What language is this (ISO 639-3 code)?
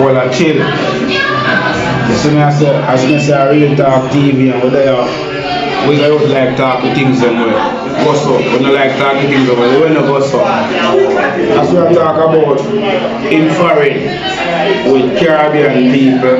jam